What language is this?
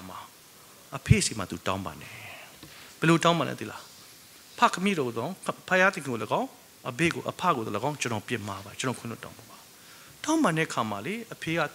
Burmese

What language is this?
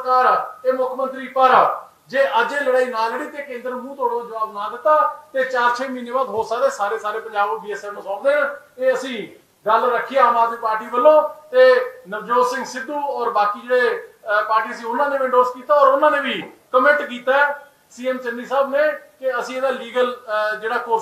Punjabi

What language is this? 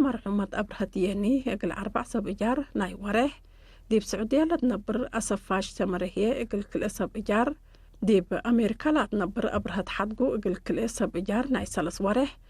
Tigre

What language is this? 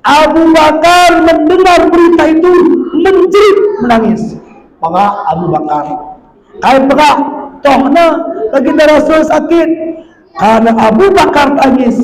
Batak Alas-Kluet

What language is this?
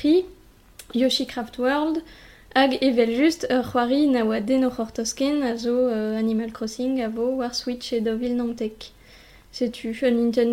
Breton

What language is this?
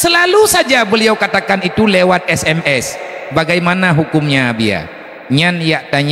Achinese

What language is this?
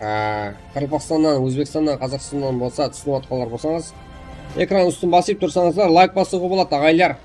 Kara-Kalpak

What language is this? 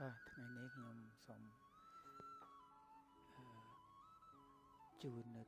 Khmer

